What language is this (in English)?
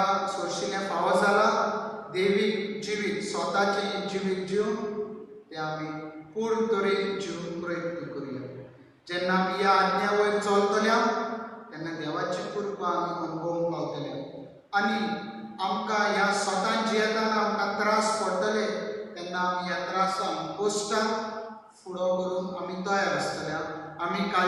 Konkani